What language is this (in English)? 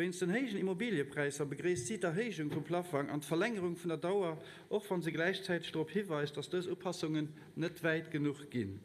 Luxembourgish